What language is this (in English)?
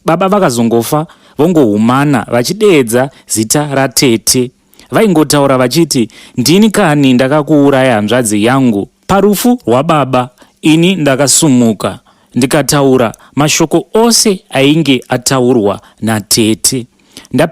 Shona